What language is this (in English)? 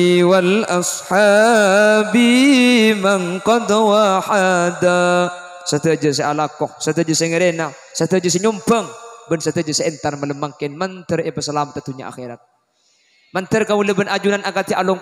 Madurese